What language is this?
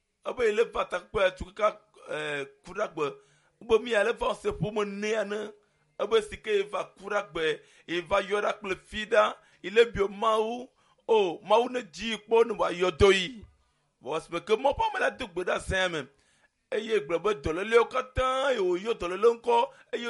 Ewe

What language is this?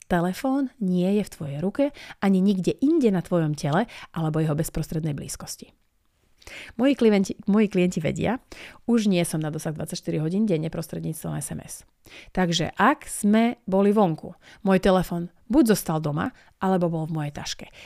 Slovak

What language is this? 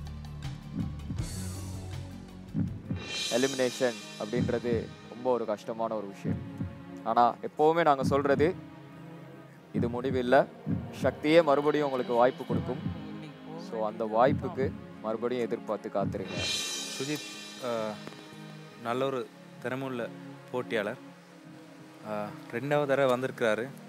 Tamil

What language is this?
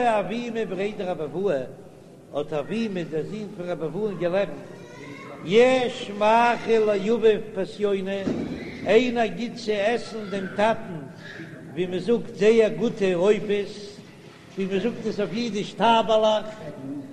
Yiddish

